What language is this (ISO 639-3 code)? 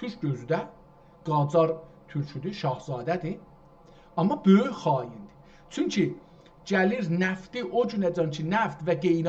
azb